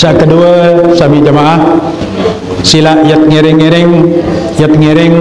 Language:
Sasak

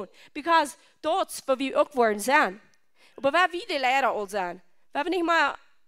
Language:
Plautdietsch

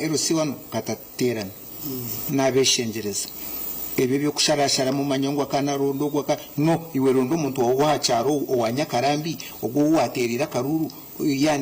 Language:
Nyankole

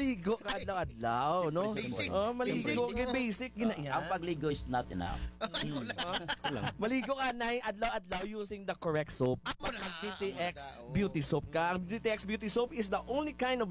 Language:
Hiligaynon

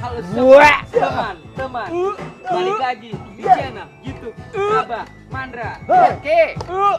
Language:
Betawi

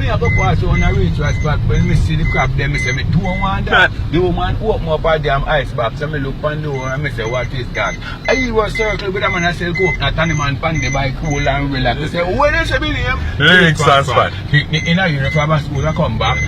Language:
Jamaican Creole English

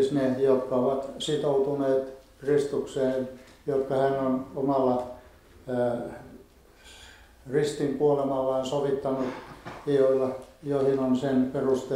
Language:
Finnish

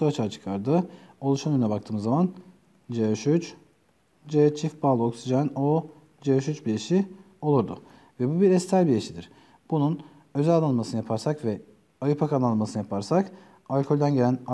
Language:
Turkish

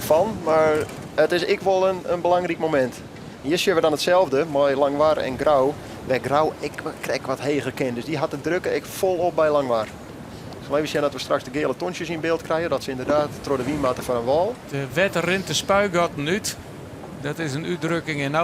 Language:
Western Frisian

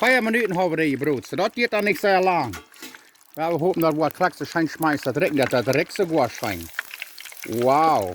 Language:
Plautdietsch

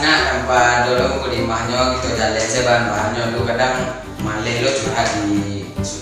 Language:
Minangkabau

